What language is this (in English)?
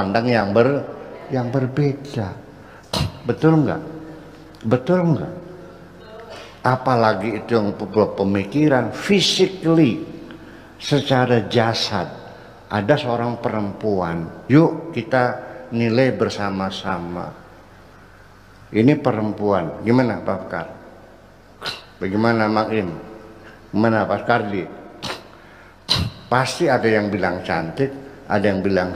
Indonesian